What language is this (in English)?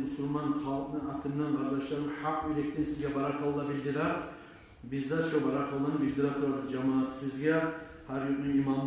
Kumyk